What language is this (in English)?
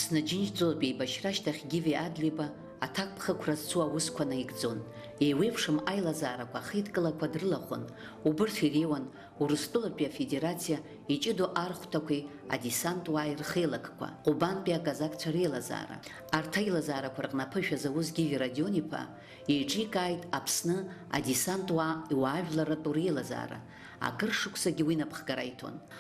Abkhazian